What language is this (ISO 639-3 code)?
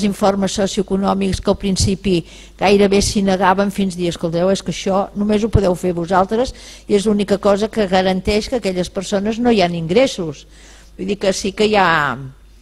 cat